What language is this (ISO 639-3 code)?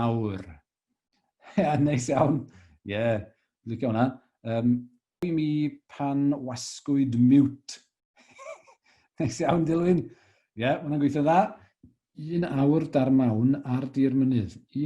cym